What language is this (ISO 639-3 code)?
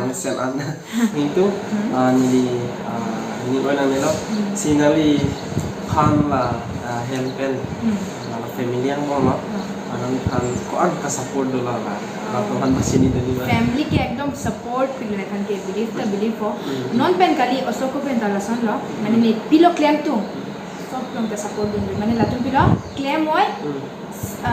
mjw